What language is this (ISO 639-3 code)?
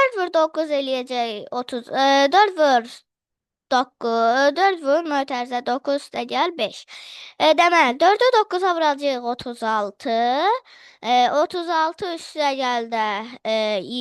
aze